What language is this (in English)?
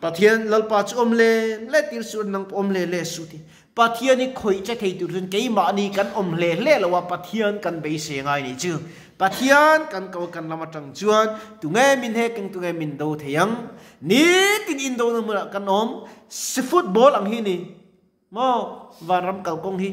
Mizo